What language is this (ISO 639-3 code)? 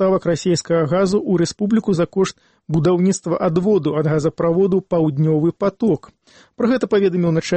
bel